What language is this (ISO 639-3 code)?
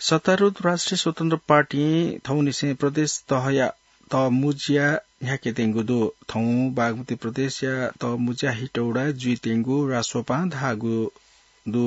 new